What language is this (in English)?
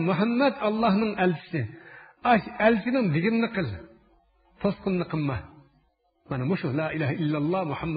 Uyghur